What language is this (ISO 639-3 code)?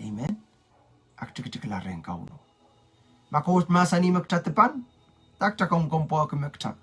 pon